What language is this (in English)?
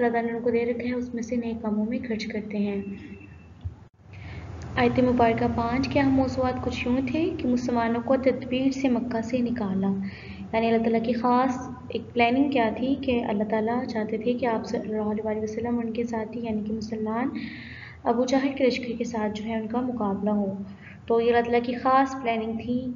Urdu